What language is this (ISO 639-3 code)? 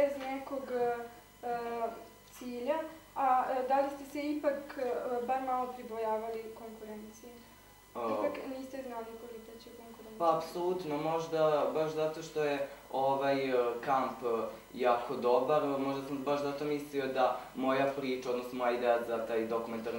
srp